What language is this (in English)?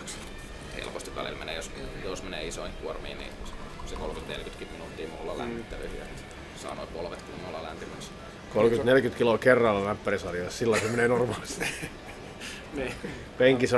Finnish